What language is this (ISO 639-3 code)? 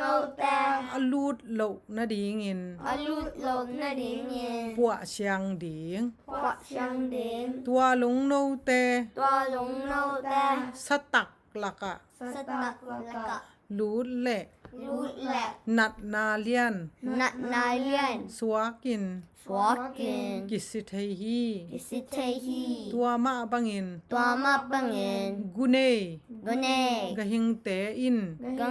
ctd